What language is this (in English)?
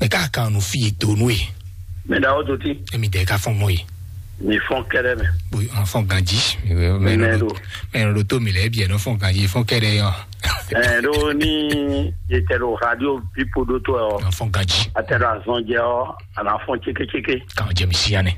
Fon